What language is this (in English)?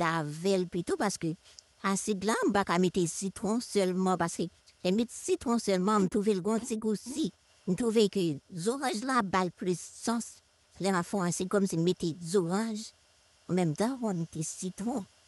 Haitian Creole